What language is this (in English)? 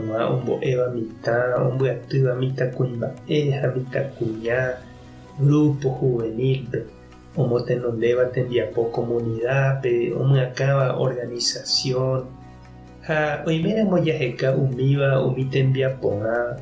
Guarani